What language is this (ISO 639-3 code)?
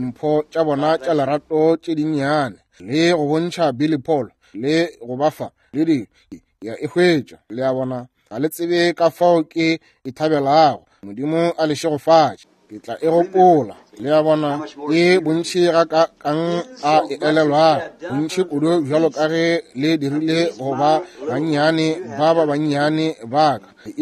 nso